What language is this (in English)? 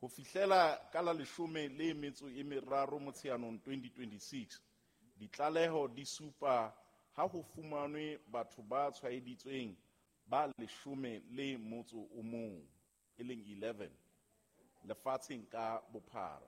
Southern Sotho